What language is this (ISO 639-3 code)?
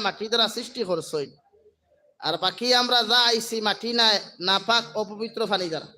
syl